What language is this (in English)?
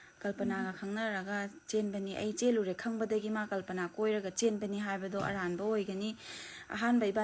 Manipuri